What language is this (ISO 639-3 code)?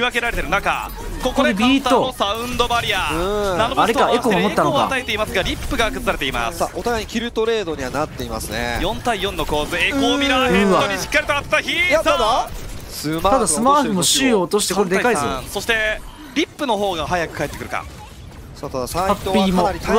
jpn